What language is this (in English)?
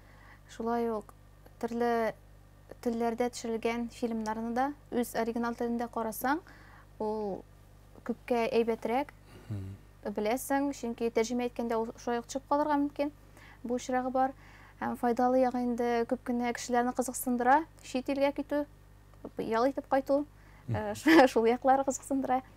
Tatar